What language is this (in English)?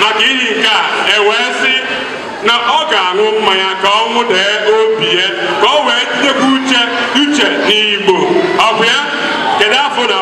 Igbo